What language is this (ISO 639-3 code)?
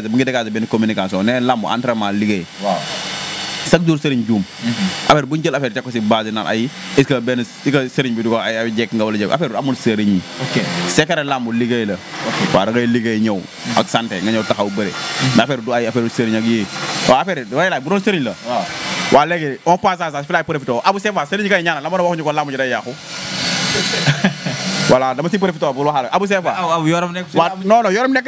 wol